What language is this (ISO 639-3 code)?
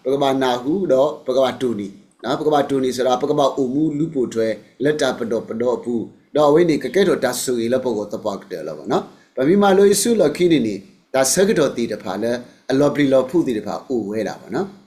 ksw